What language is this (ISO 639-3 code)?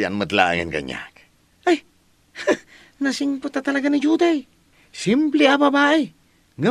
ilo